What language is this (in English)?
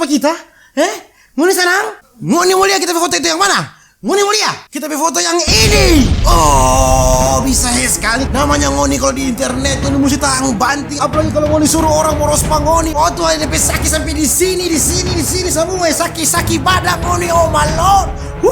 Manado Malay